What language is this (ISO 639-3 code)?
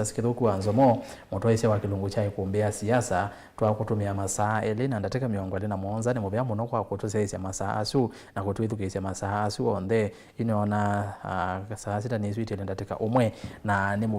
kam